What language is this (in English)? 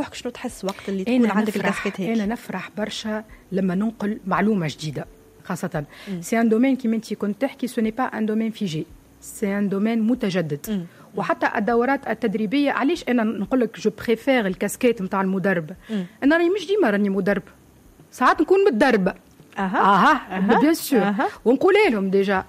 Tunisian Arabic